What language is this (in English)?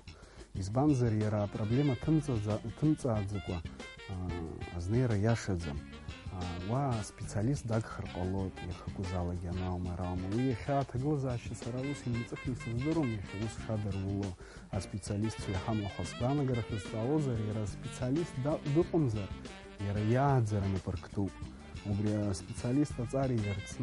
Abkhazian